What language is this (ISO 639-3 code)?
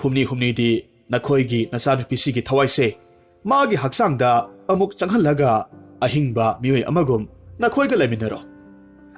mni